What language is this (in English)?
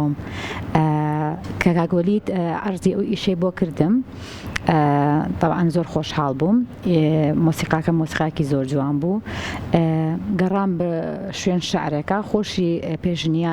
Central Kurdish